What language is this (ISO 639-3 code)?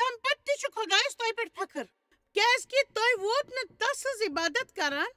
kas